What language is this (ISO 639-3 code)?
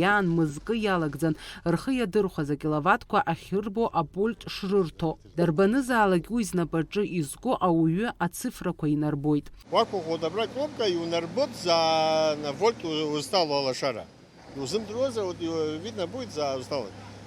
abk